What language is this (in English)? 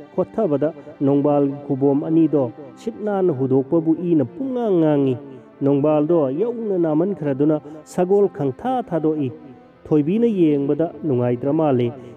Manipuri